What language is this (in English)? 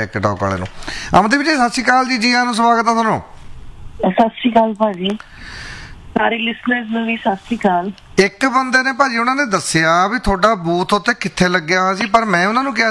Punjabi